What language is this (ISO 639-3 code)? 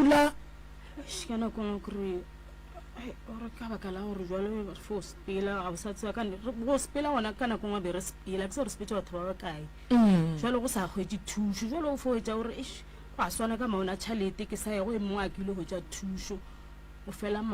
nso